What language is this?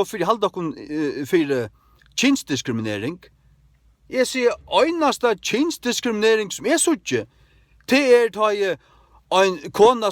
Faroese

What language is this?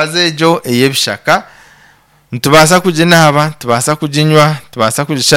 Nyankole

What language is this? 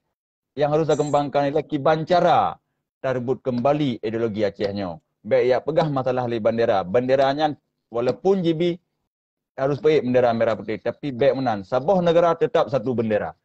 Achinese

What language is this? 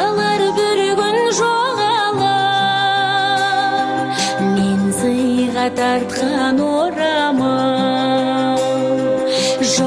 Kazakh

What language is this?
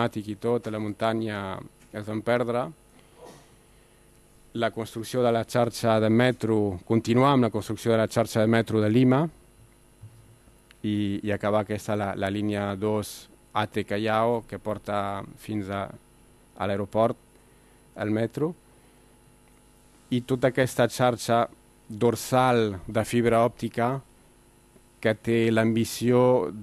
Catalan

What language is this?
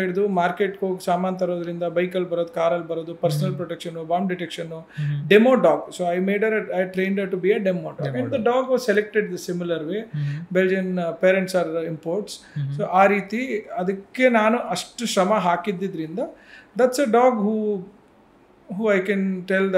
Kannada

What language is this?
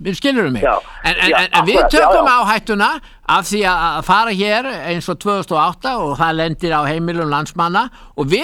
Icelandic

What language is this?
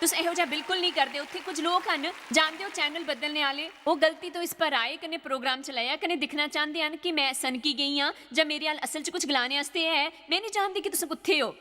Dogri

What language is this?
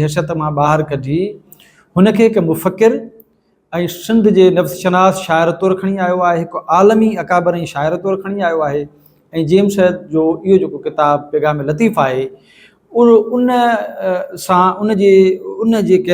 Sindhi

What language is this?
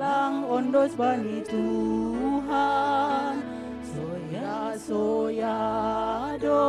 Batak Simalungun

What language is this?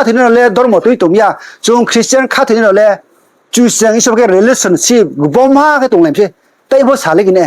Riang (India)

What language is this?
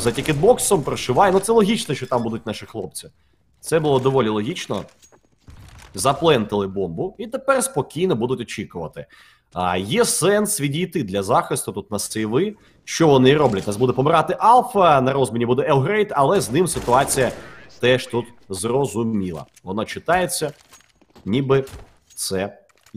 Ukrainian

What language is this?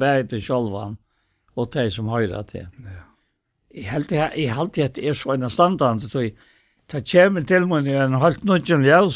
Faroese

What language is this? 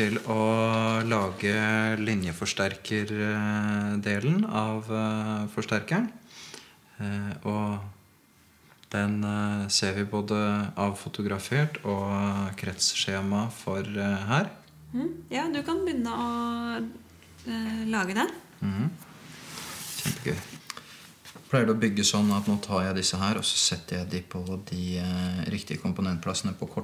Norwegian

